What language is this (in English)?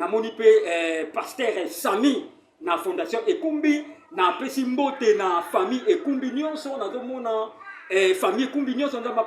Lingala